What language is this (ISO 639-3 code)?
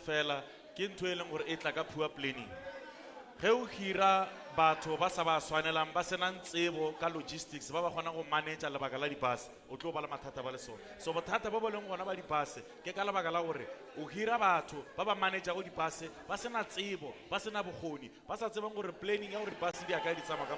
tsn